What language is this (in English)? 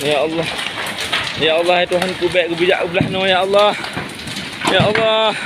Achinese